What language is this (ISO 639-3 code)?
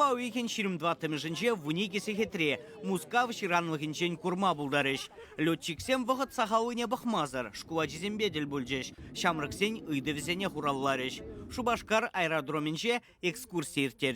chv